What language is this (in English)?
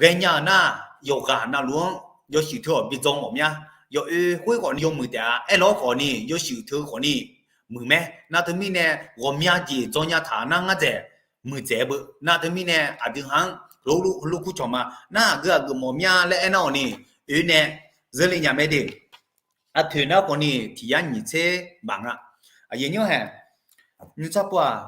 Akha